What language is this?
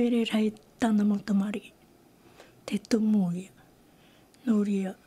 Tahitian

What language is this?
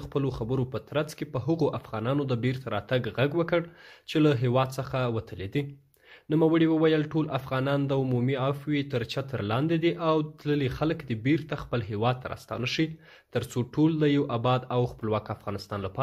Pashto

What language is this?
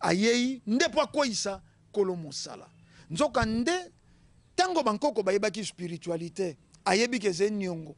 Lingala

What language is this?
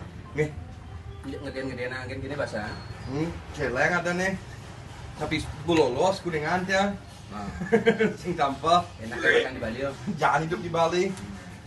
Balinese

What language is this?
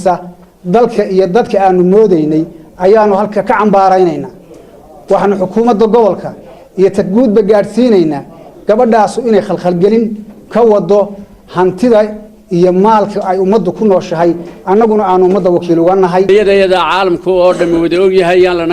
Somali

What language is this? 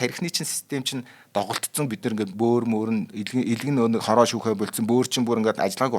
Mongolian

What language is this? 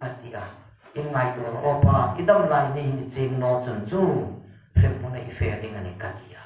Hmar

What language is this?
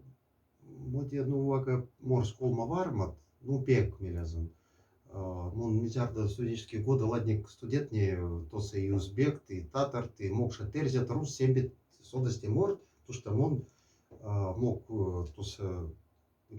Moksha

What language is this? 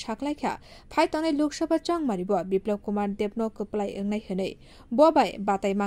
Kok Borok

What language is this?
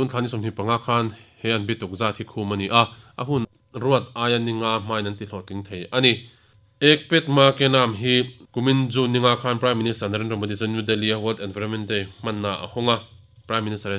Mizo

